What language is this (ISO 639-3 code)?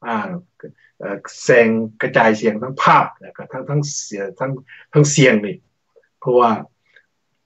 tha